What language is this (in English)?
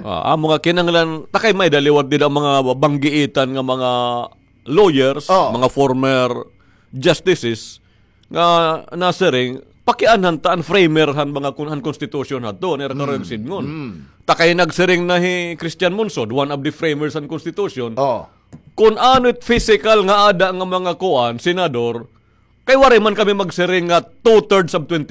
Waray